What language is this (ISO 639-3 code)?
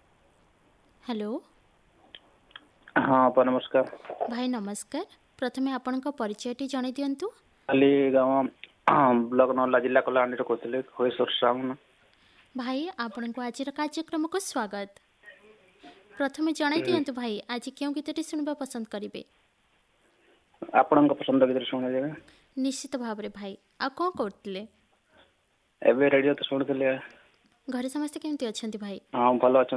ori